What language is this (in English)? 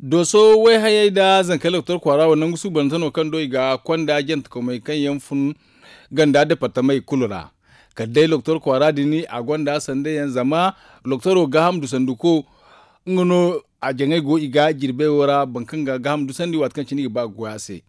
Zarma